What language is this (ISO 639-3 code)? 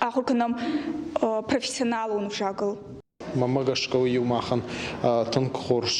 oss